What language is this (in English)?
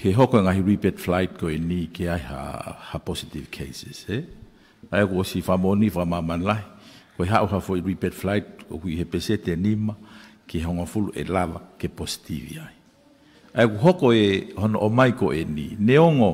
Tongan